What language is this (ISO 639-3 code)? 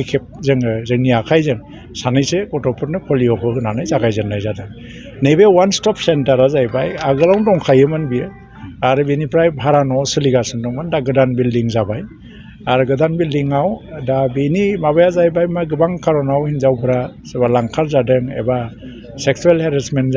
brx